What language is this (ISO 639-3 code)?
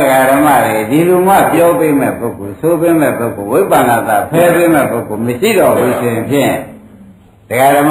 mya